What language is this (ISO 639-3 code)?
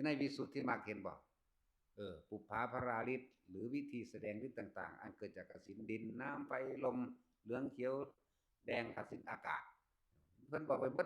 tts